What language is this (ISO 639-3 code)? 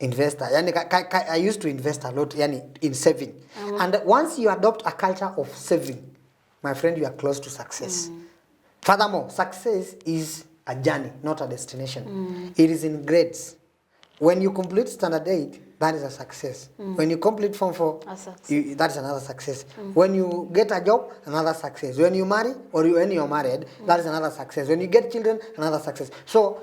mas